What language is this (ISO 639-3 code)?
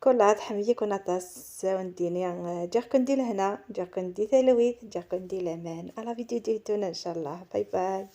arq